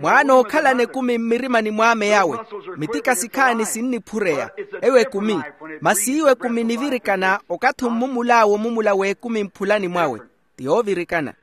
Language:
Makhuwa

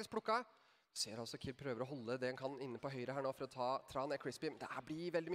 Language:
Norwegian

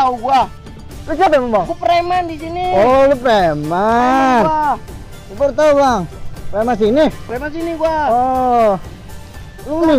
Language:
Betawi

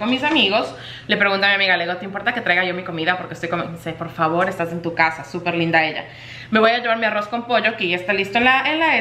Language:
Spanish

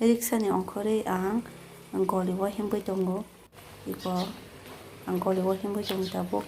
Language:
Kok Borok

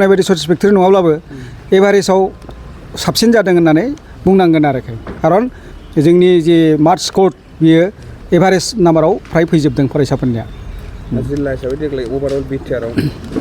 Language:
Bodo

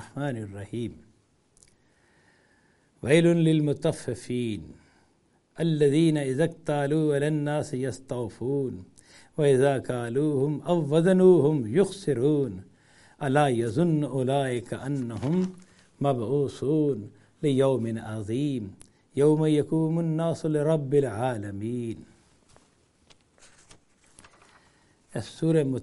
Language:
Urdu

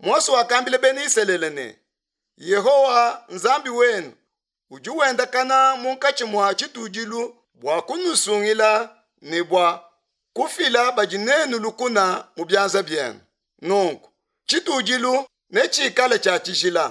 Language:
Luba-Lulua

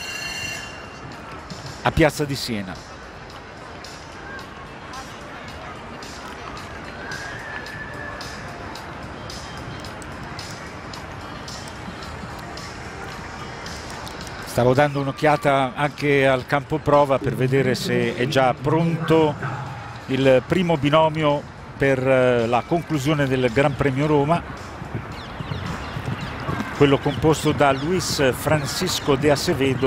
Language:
Italian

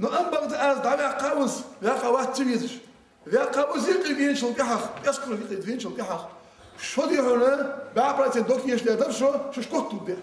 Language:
Ingush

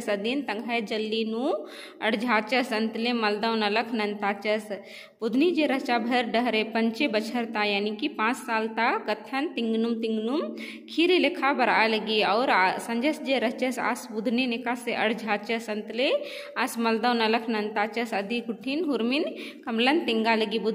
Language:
Kurukh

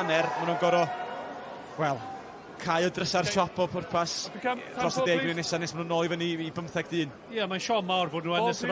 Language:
Welsh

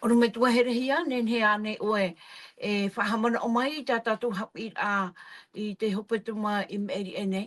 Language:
Tahitian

